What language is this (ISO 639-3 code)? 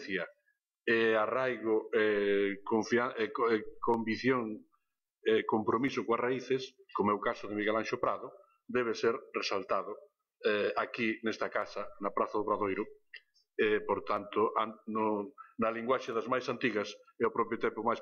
glg